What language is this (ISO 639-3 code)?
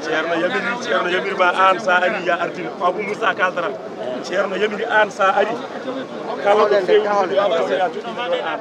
ful